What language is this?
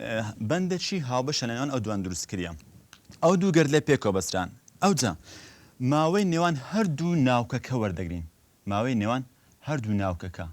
Central Kurdish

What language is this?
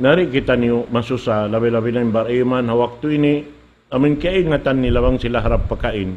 Tausug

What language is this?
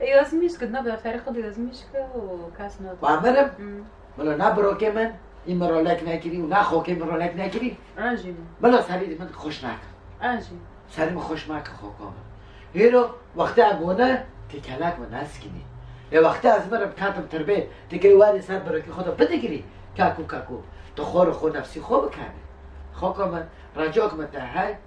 Kurdish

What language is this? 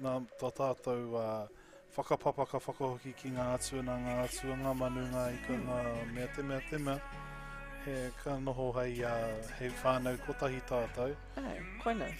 Māori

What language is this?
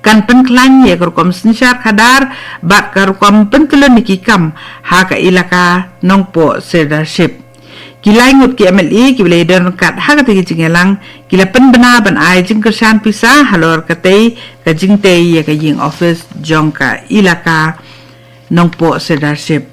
Khasi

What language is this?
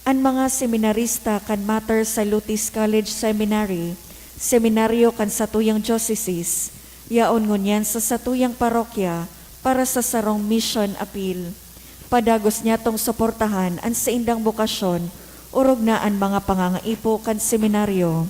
Bikol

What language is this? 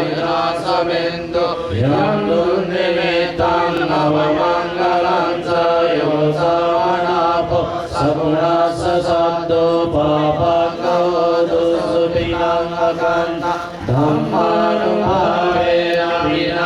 Pali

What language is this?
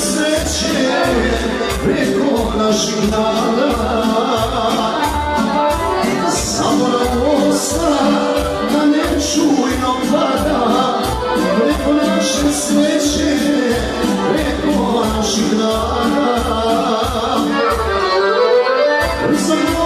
Serbian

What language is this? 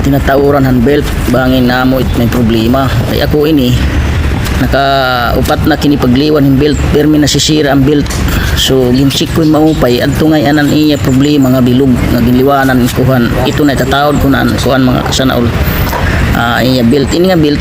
Waray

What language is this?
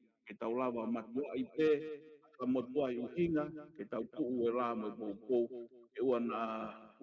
Tongan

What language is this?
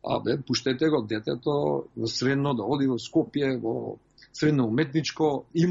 Macedonian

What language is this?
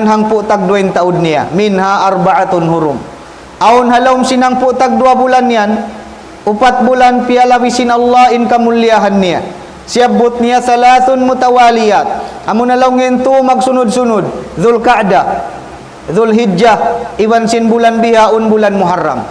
Tausug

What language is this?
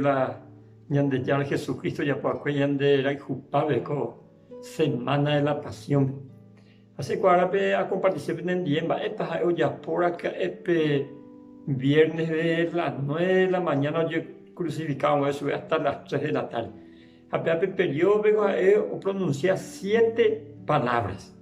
Guarani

